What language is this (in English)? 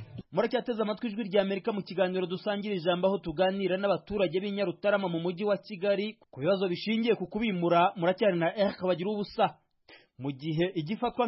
Kinyarwanda